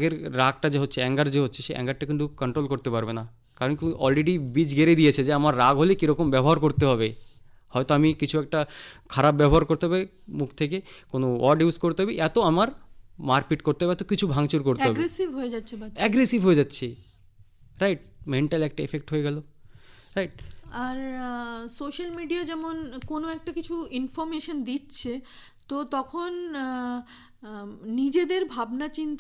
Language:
Bangla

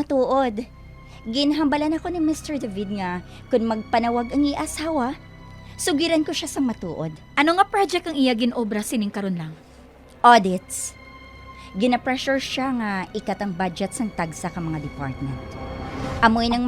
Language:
Hiligaynon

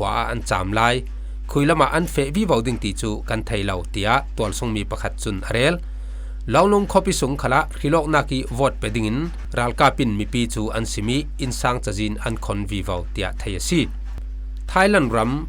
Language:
Falam Chin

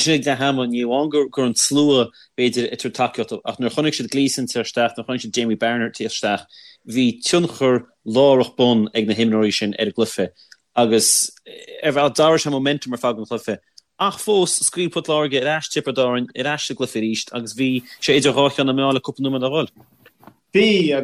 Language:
Irish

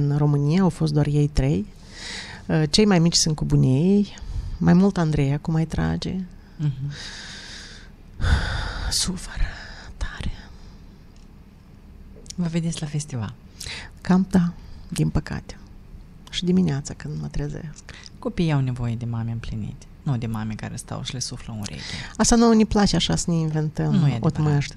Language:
Romanian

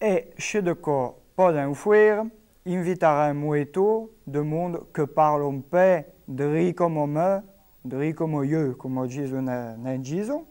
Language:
Occitan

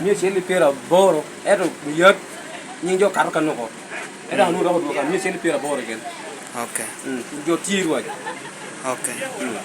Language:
Lango (Uganda)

